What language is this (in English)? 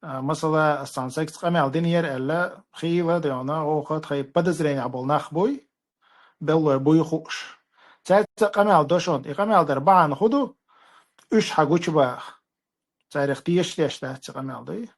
Chechen